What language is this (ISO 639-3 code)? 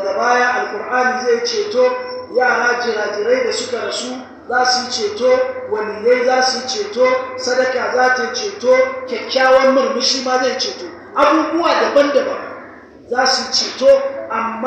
hau